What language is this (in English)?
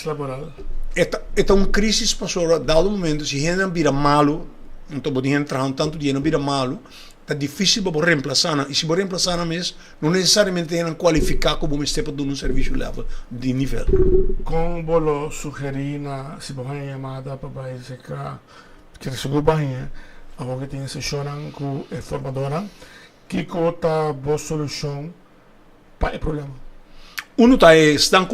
Papiamento